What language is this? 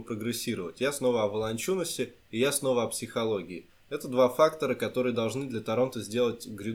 Russian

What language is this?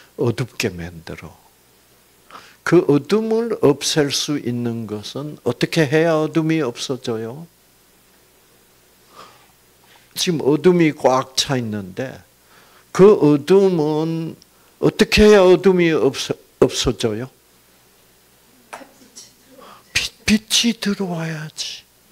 Korean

